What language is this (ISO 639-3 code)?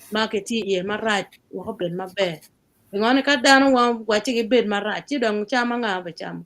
ach